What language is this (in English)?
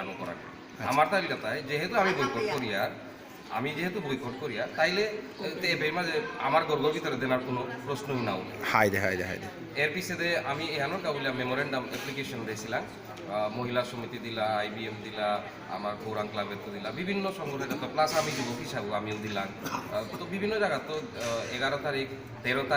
Bishnupriya